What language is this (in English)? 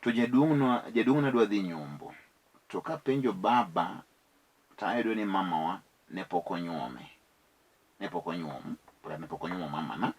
Luo (Kenya and Tanzania)